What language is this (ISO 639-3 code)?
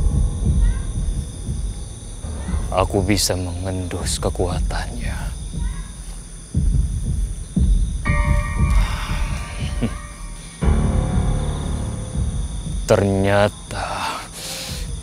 ind